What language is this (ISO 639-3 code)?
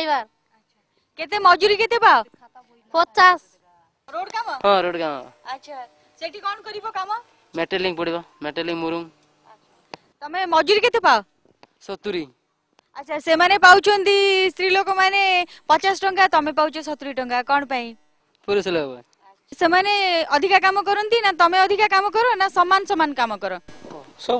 ori